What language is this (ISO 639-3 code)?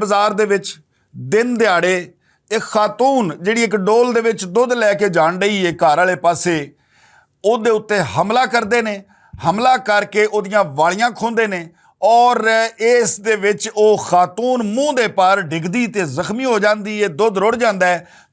lah